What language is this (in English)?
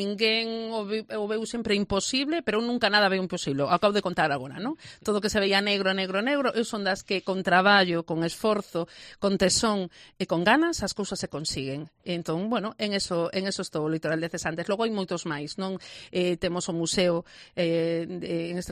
Galician